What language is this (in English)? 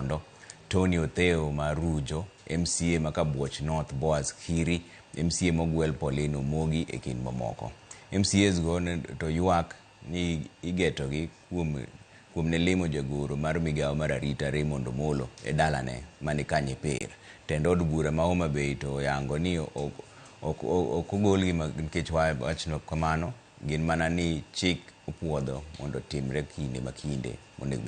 Luo (Kenya and Tanzania)